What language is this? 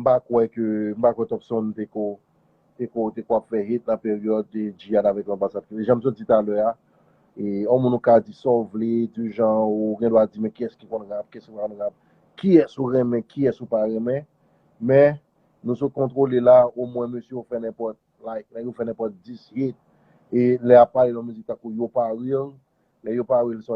Haitian Creole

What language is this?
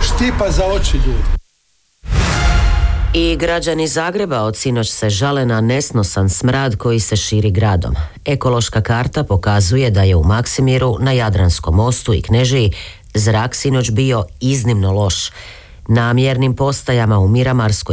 Croatian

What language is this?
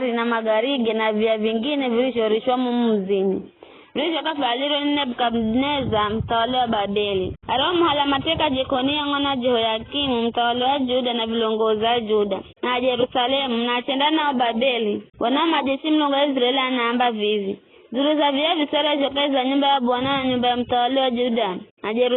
Giryama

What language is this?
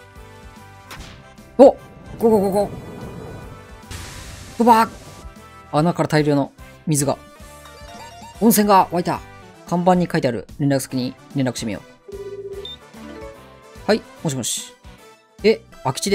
Japanese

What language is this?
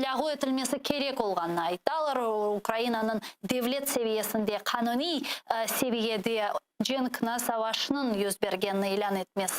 Crimean Tatar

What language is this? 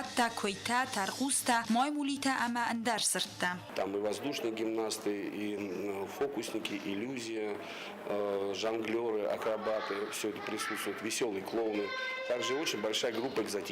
Ossetic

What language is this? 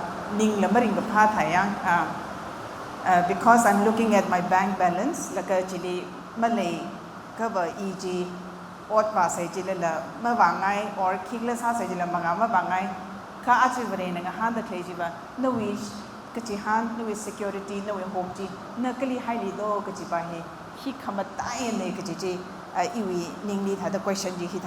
Tangkhul Naga (India)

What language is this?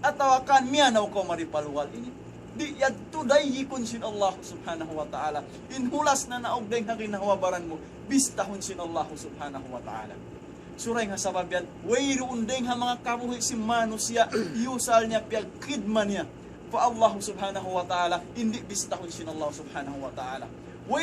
Tausug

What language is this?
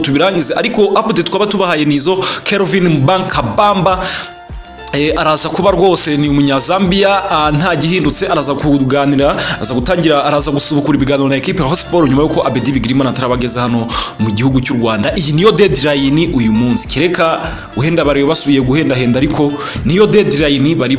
Kinyarwanda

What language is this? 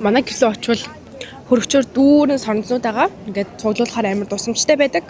Mongolian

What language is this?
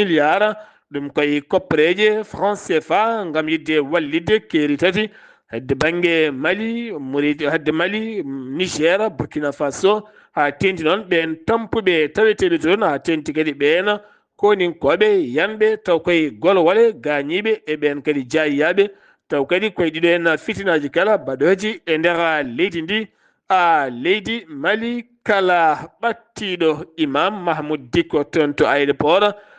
Fula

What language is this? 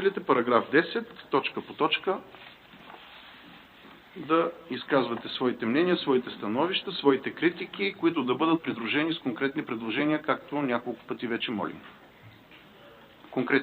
Bulgarian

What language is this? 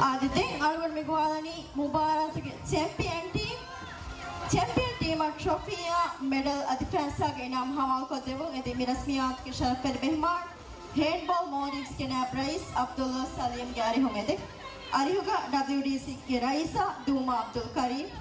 Divehi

